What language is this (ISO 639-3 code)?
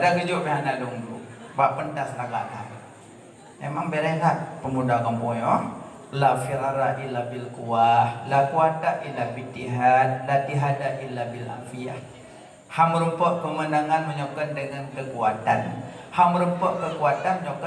ace